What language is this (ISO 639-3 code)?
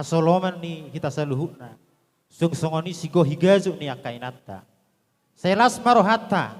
bbc